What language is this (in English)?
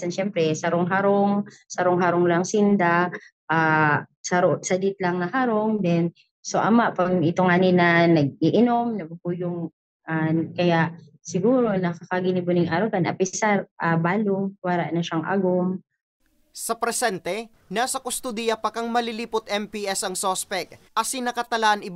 Bikol